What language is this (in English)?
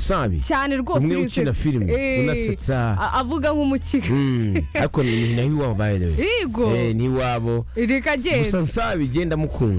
Kinyarwanda